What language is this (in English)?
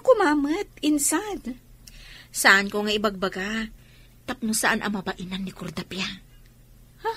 Iloko